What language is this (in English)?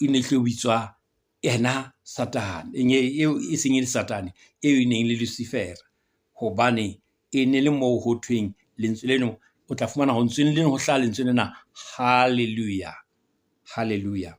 Southern Sotho